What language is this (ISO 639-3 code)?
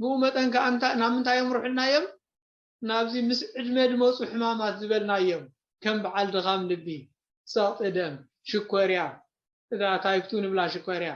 tir